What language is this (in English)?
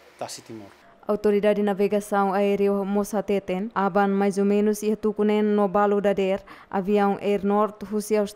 Tetum